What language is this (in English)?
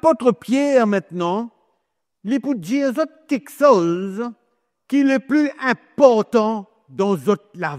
Morisyen